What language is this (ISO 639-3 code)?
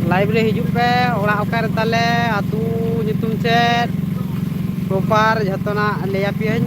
sat